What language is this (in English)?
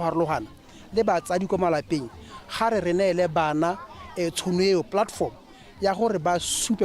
Tswana